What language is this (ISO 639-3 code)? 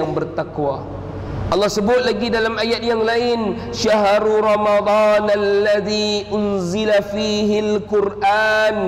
msa